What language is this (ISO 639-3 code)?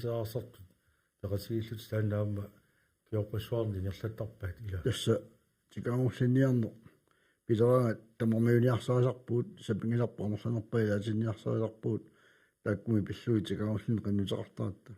kal